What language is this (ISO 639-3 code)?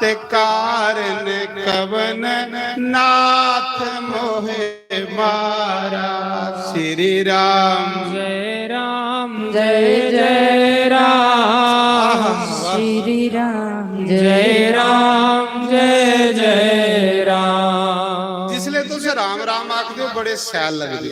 doi